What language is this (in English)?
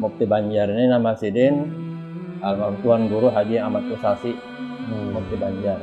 Banjar